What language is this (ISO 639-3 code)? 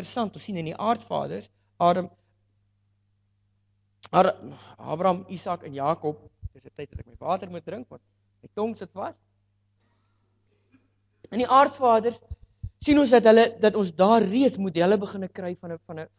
afr